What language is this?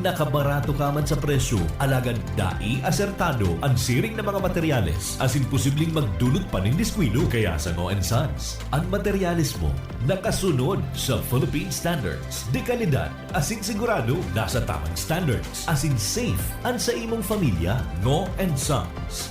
Bikol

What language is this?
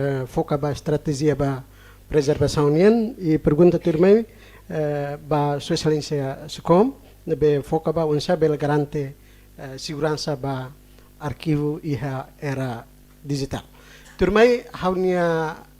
Tetum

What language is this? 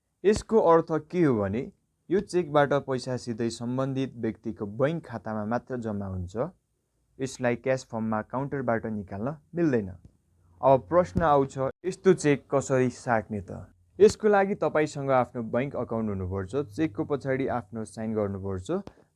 Nepali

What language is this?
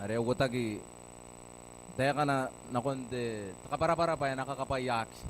Gilbertese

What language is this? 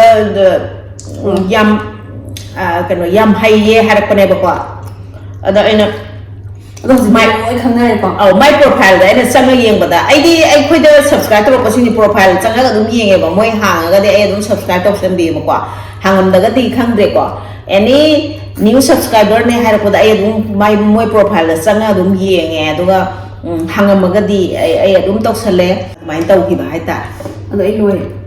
Manipuri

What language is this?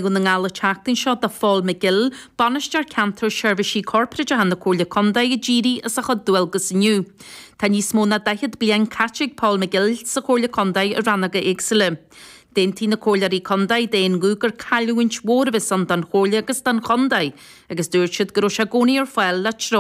Irish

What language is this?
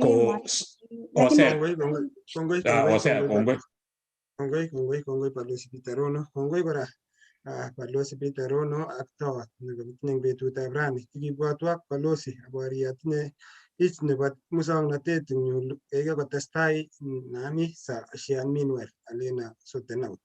Kalenjin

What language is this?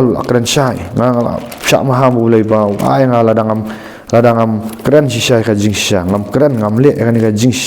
Khasi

